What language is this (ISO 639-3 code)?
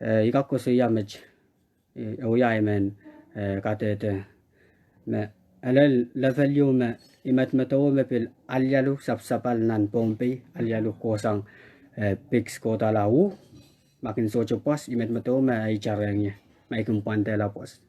pon